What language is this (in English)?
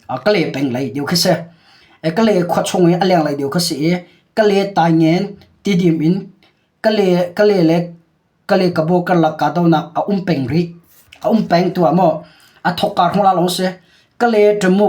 Hakha Chin